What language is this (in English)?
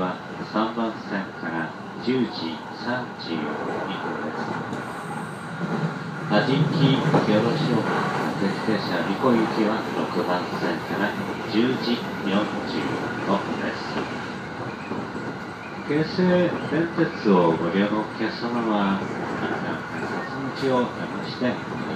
Japanese